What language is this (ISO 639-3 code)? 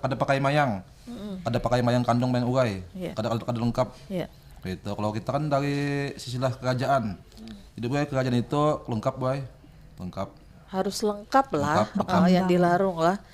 bjn